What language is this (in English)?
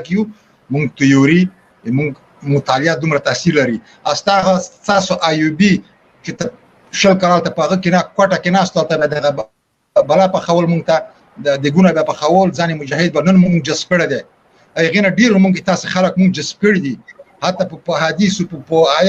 Pashto